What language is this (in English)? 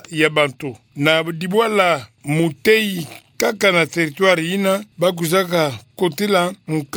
Kituba (Democratic Republic of Congo)